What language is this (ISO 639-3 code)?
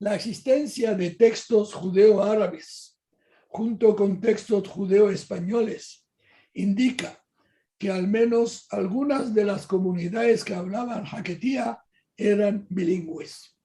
lad